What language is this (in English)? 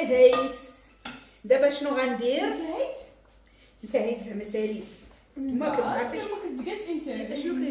Moroccan Arabic